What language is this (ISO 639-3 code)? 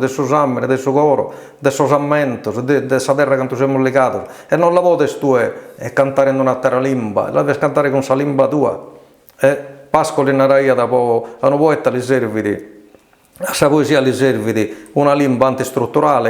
srd